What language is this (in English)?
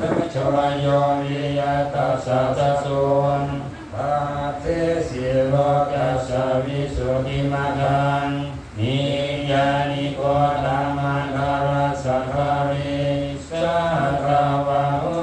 Pali